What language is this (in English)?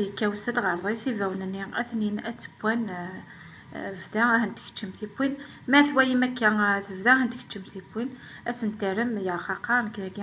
Kabyle